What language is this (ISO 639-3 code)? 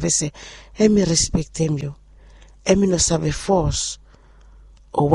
bis